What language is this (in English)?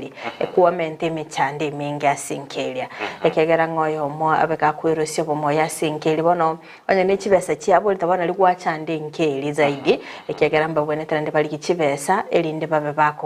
Gusii